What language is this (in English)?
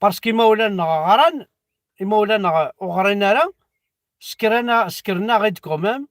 Kabyle